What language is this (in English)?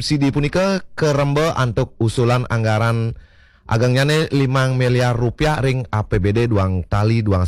Balinese